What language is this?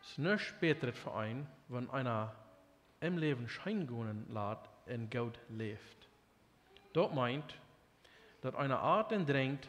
Plautdietsch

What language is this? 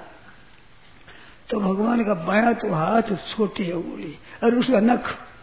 Hindi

